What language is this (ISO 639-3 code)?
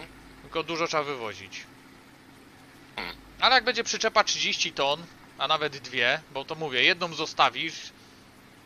pol